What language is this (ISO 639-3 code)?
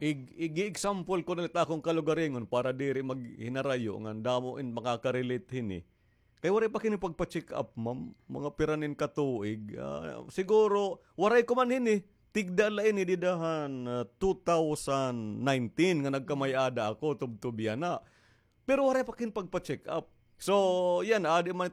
war